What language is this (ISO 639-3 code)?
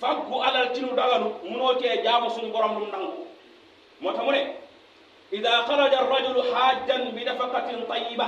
wol